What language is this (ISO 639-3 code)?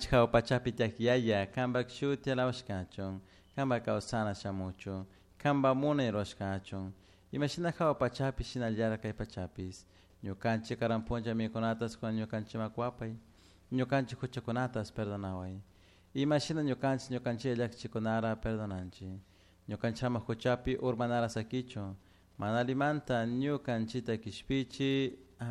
qug